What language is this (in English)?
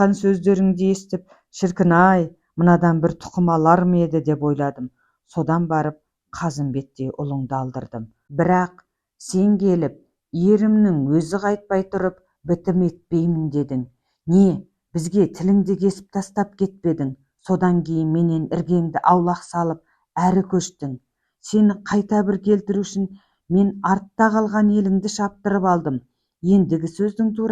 Kazakh